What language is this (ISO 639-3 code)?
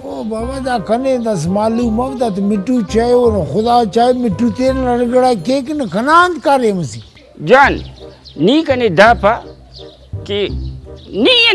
brh